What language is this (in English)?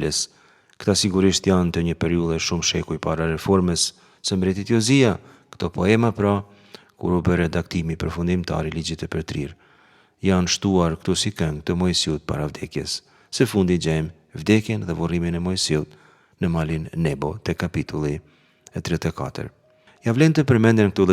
Albanian